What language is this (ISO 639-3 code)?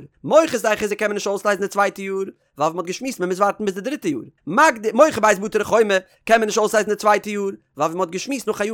yid